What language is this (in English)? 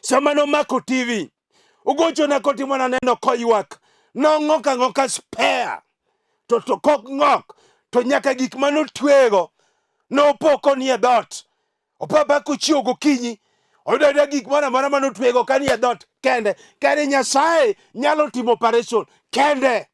Luo (Kenya and Tanzania)